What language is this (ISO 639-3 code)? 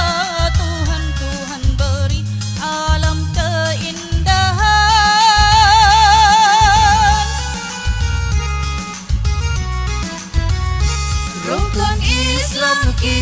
msa